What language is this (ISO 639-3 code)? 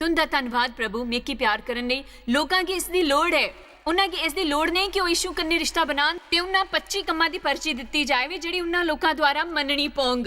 doi